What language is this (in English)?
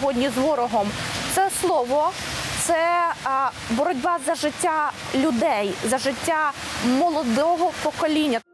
Ukrainian